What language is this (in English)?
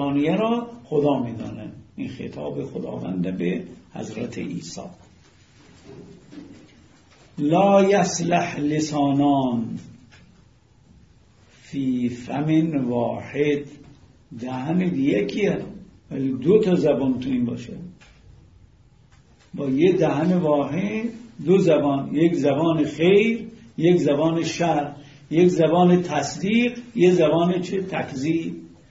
Persian